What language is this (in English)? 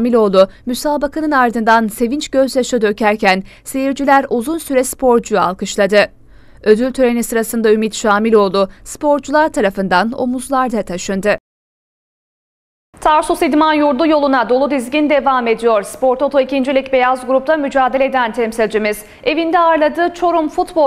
Turkish